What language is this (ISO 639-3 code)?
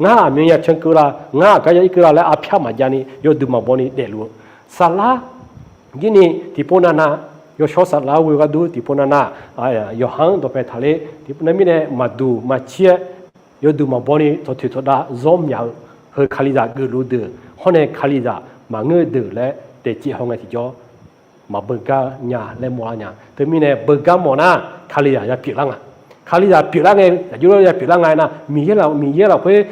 ahk